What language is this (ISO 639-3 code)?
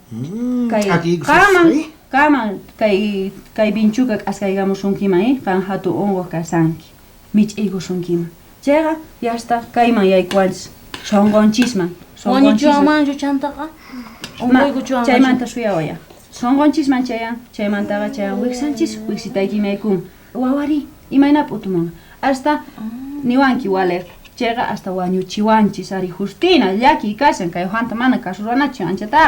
quh